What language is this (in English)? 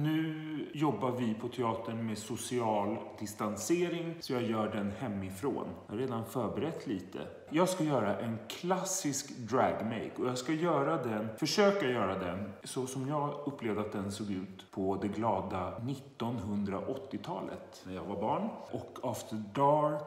Swedish